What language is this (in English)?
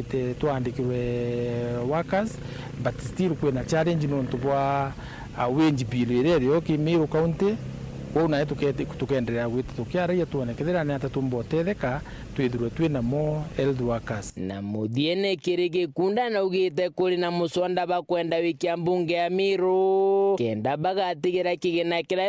Meru